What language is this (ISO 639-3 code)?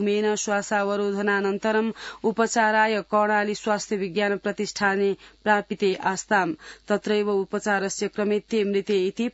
san